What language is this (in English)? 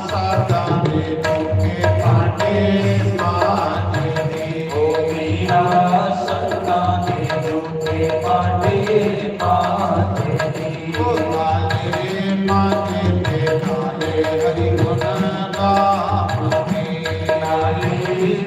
Dogri